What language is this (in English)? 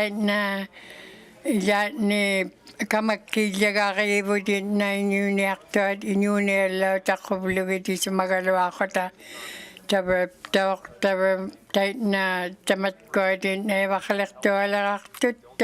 Inuktitut